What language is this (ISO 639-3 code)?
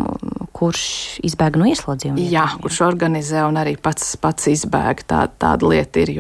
lav